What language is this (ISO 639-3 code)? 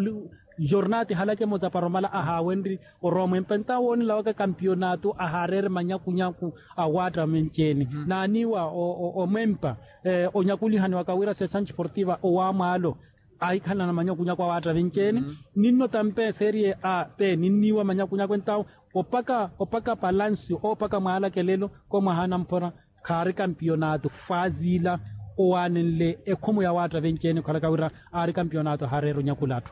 vmw